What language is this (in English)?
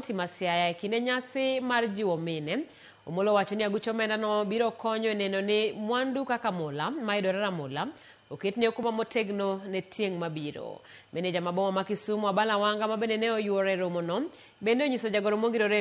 Luo (Kenya and Tanzania)